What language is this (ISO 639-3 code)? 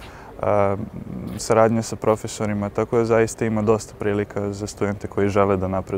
srp